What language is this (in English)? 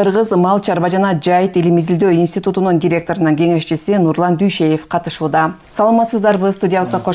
Kyrgyz